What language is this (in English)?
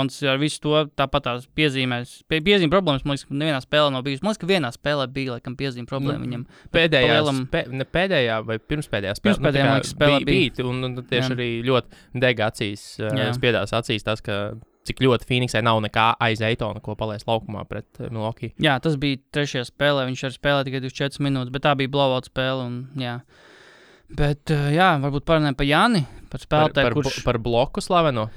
Latvian